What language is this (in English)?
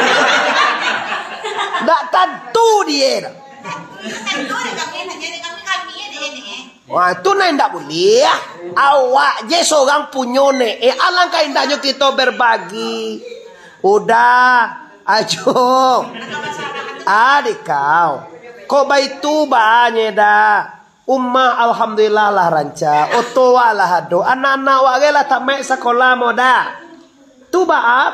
Minangkabau